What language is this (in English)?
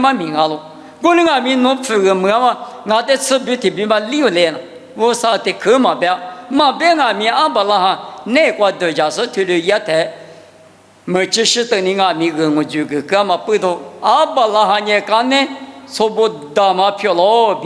Lisu